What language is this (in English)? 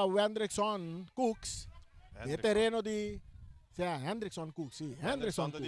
Papiamento